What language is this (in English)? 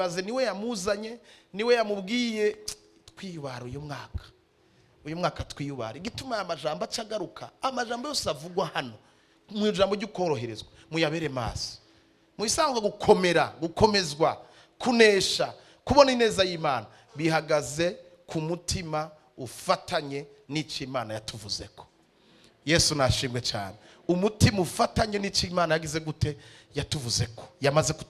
Rundi